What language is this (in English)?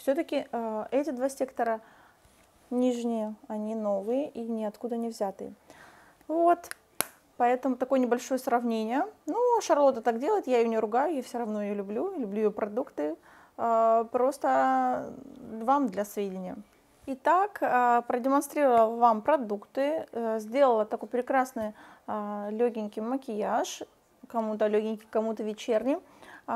Russian